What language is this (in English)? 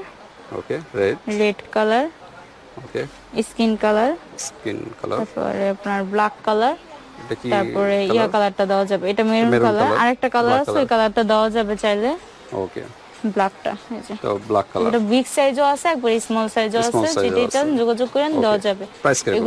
Bangla